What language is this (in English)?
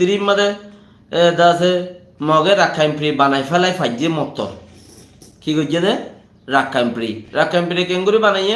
Rohingya